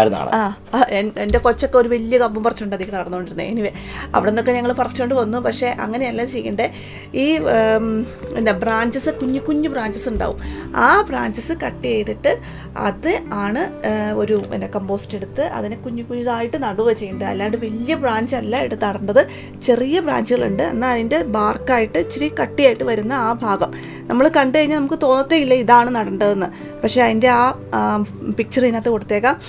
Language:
Malayalam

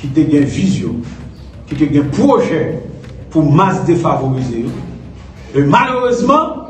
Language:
Haitian Creole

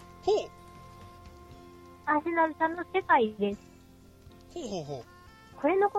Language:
Japanese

